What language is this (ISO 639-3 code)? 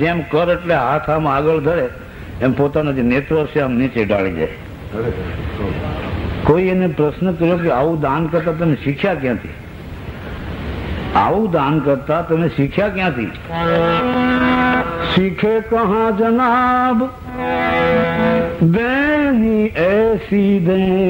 guj